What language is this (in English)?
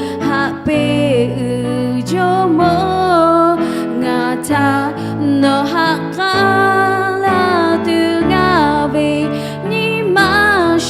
Lahu